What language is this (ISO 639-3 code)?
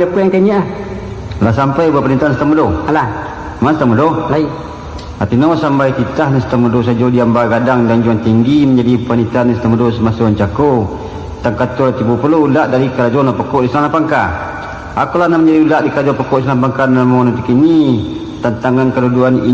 min